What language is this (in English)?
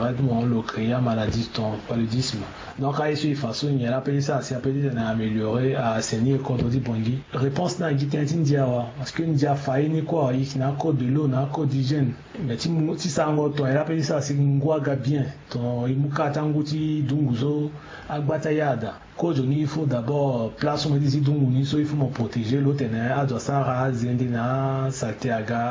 Sango